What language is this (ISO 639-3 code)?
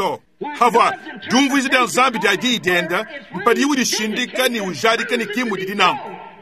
lua